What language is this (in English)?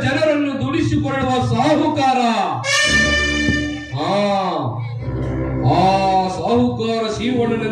Kannada